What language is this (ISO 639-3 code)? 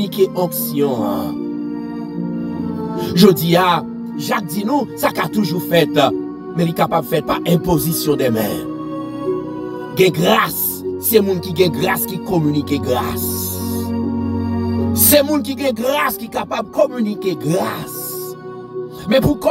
fra